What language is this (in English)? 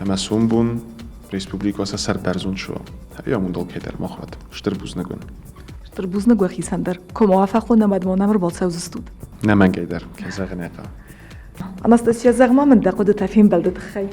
Ossetic